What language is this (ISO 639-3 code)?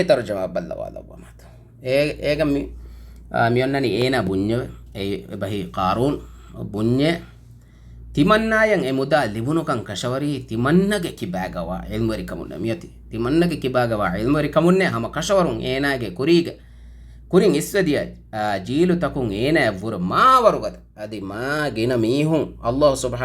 div